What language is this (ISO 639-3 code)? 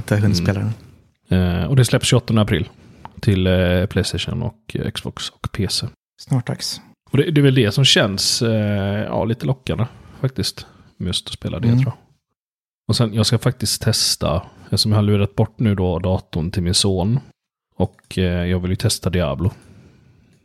swe